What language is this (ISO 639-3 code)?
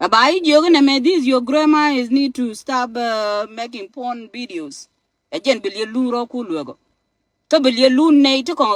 nus